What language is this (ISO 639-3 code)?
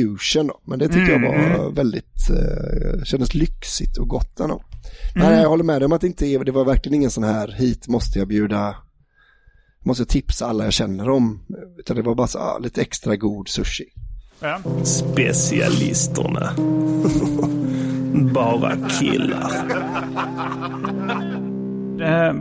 swe